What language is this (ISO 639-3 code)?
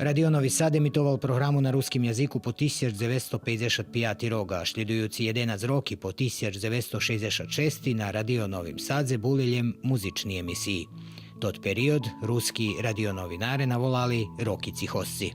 rue